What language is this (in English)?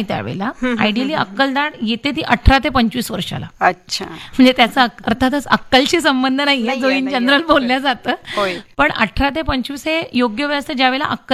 Marathi